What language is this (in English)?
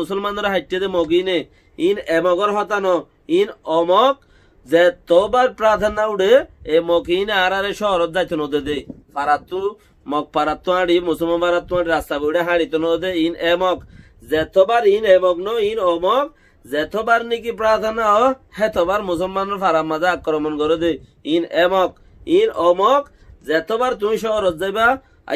Rohingya